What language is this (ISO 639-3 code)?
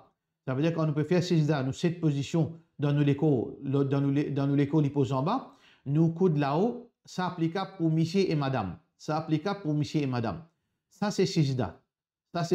mfe